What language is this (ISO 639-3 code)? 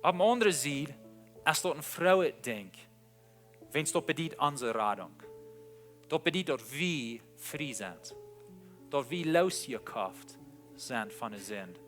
pdt